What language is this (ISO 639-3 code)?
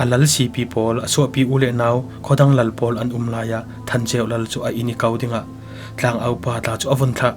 cfm